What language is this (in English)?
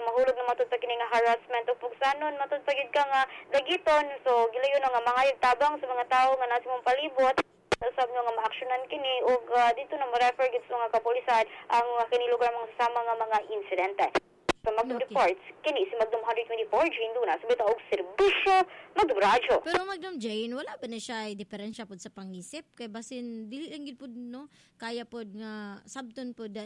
Cebuano